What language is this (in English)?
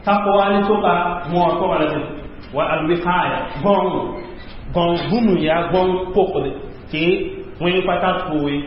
Mossi